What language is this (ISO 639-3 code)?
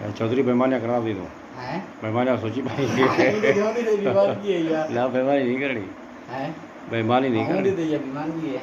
skr